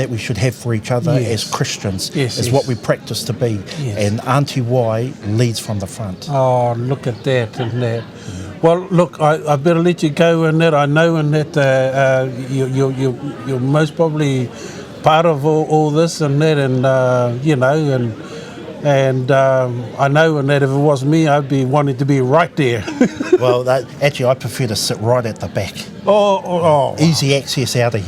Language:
Māori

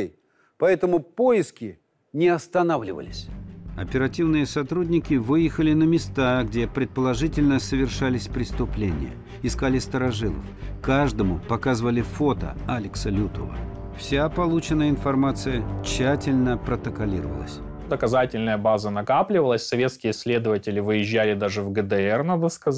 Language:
Russian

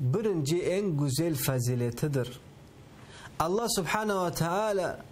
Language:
Crimean Tatar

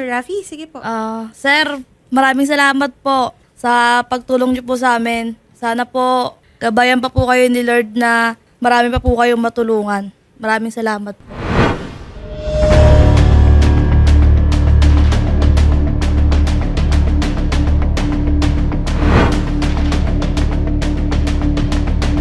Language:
Filipino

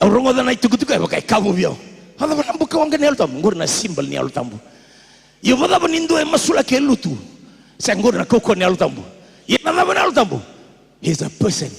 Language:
Fijian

